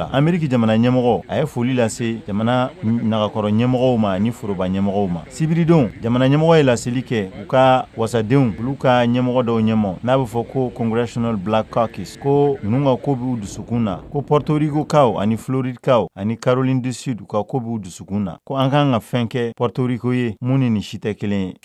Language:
Bambara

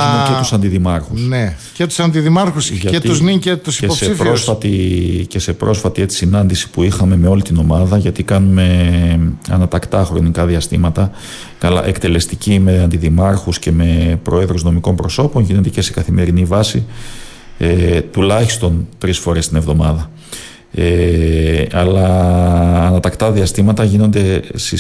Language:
Greek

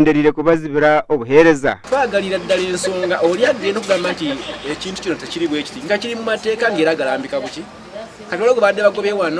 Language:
Nyankole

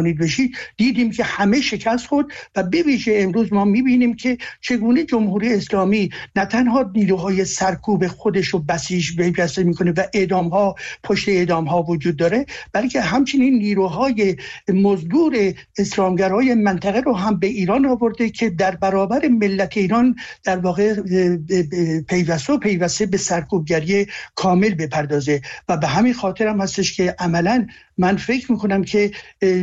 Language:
Persian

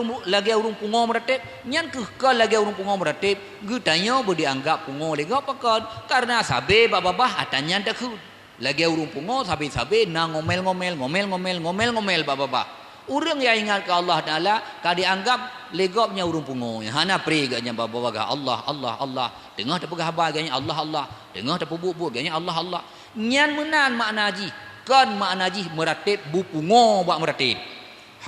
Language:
Achinese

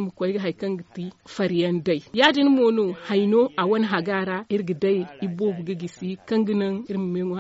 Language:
Zarma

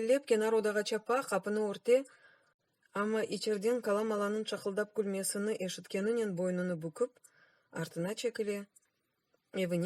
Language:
Crimean Tatar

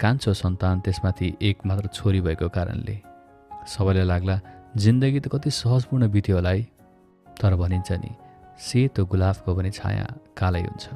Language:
Nepali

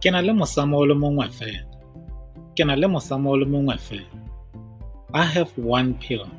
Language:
Tswana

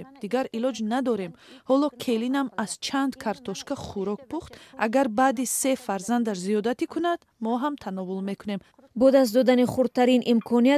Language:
Tajik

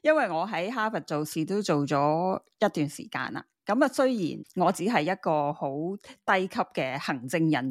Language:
Cantonese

